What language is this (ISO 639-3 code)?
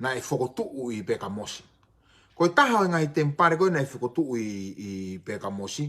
ton